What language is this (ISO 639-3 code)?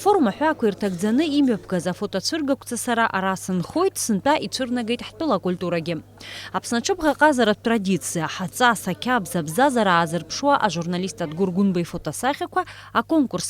abk